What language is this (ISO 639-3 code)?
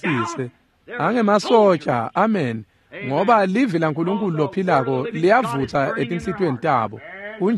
ssw